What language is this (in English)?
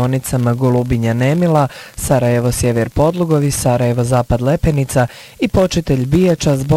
Bosnian